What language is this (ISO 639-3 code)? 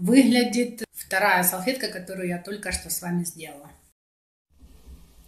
rus